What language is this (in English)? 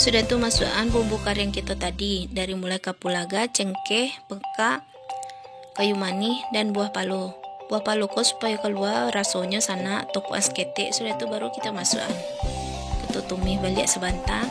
Minangkabau